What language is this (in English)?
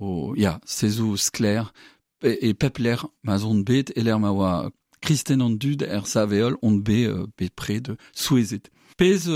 Breton